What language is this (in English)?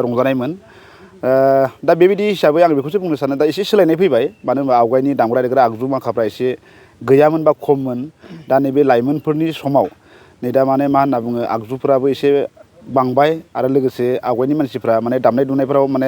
Bodo